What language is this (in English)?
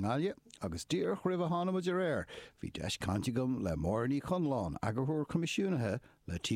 Irish